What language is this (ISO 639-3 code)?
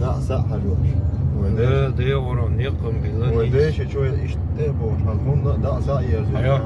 che